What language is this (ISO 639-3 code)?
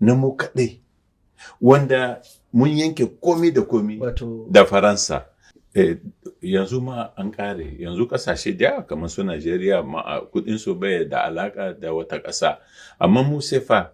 hau